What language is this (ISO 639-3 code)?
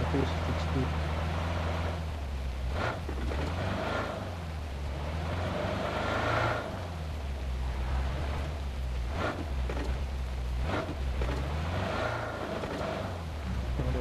kan